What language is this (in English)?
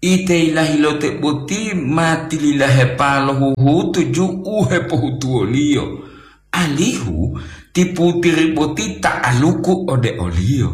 Gorontalo